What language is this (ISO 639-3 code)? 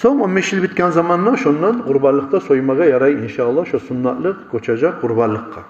kum